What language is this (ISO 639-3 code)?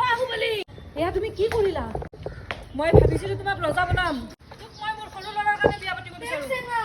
asm